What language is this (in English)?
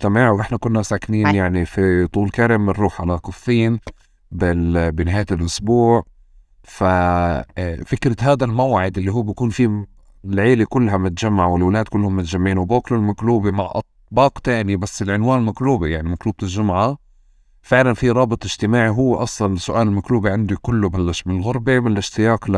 North Levantine Arabic